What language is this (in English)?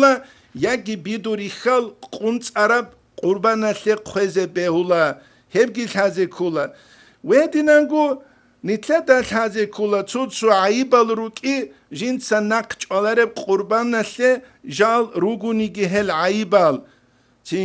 Avaric